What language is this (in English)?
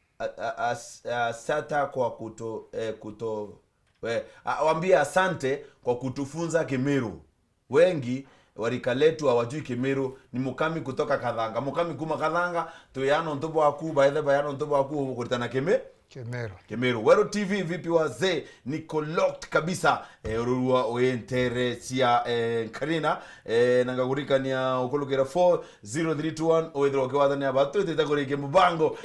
Meru